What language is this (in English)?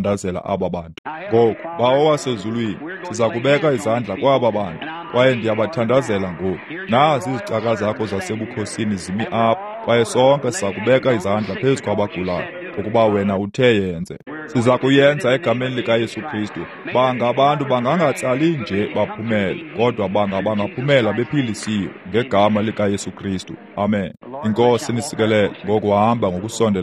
Xhosa